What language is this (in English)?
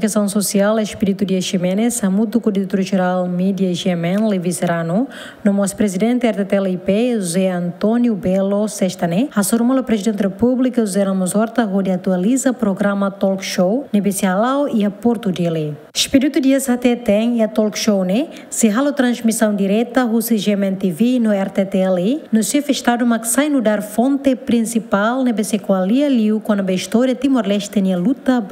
Tetum